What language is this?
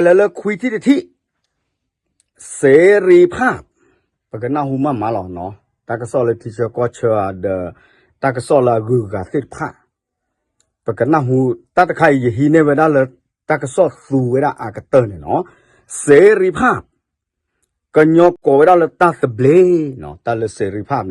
S'gaw Karen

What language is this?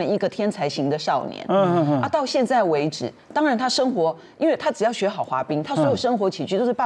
Chinese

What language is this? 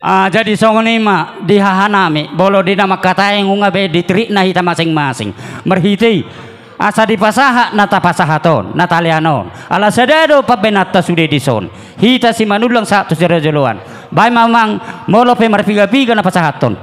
Batak Toba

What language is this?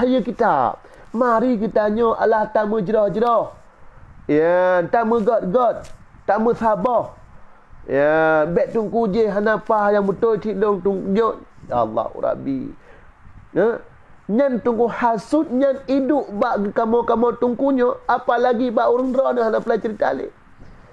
Achinese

